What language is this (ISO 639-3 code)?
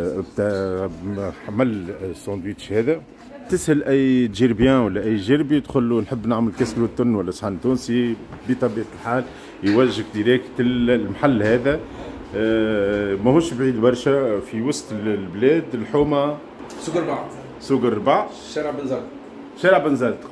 aeb